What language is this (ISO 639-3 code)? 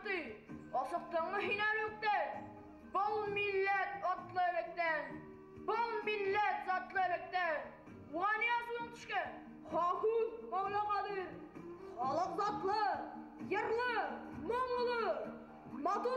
bak